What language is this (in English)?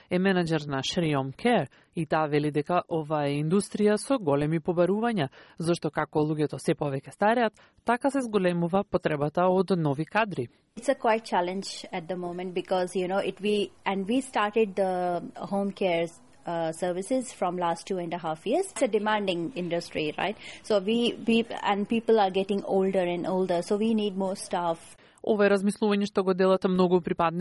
Macedonian